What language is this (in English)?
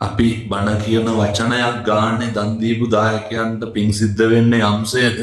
Sinhala